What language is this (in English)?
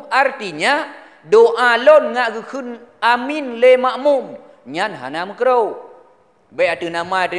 Achinese